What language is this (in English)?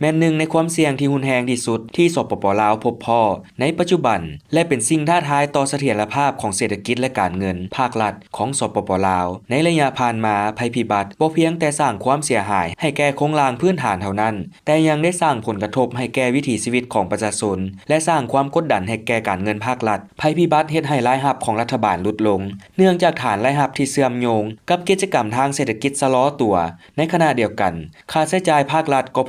Lao